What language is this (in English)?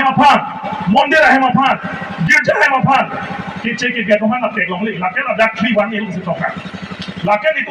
Karbi